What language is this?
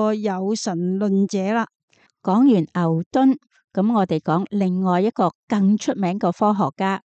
Cantonese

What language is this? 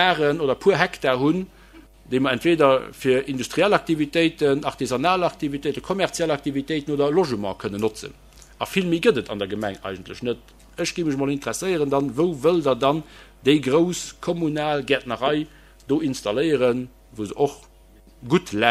Luxembourgish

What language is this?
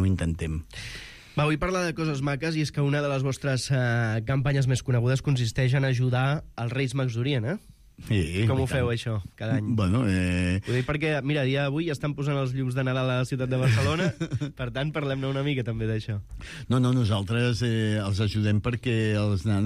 Catalan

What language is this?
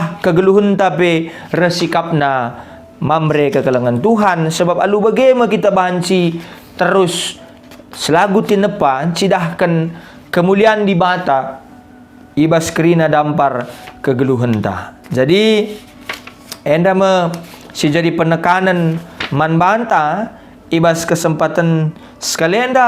Batak Karo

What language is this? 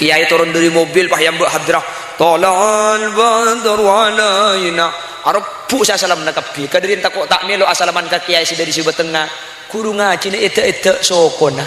Madurese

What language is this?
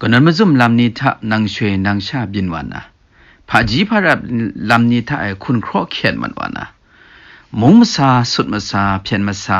Kachin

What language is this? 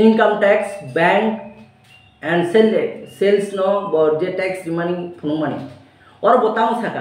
Kok Borok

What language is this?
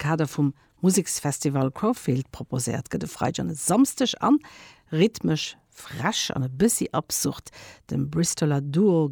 Luxembourgish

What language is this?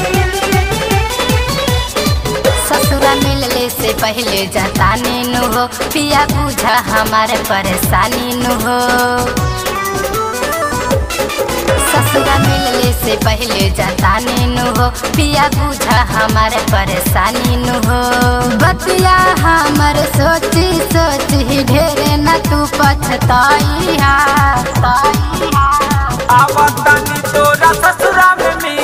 Bhojpuri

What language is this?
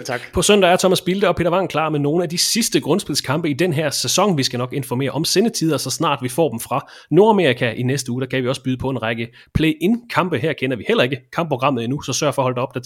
Danish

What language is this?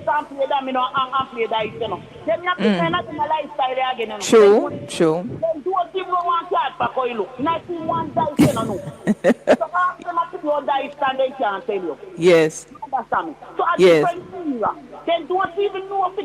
Jamaican Creole English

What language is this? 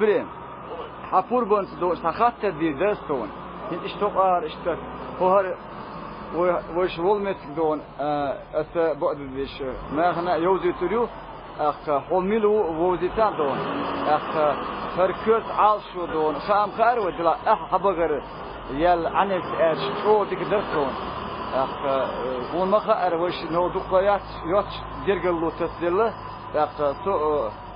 Chechen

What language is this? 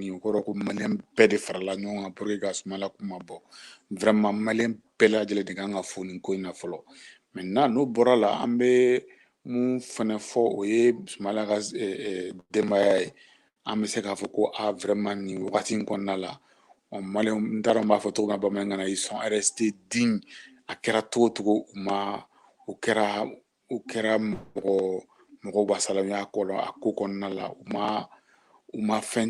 Bambara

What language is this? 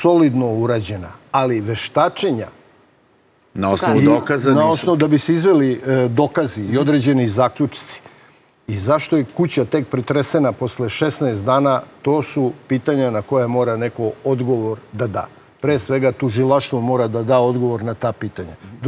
Serbian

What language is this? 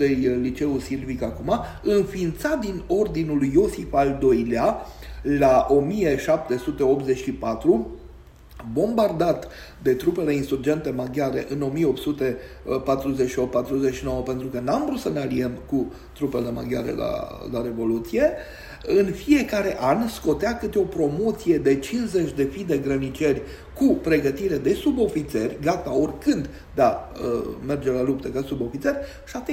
Romanian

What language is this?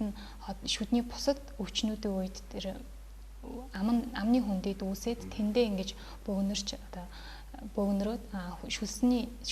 Mongolian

